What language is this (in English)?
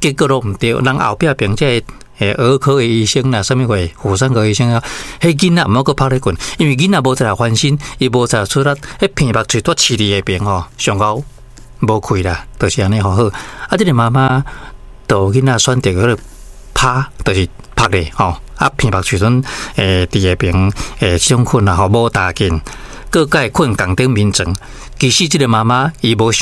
Min Nan Chinese